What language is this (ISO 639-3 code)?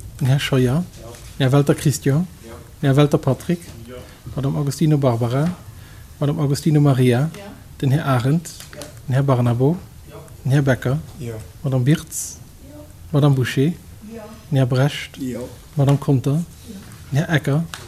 ltz